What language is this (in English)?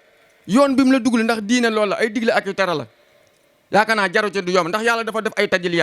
Wolof